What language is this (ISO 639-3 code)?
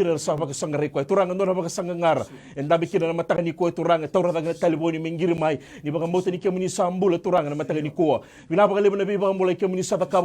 fij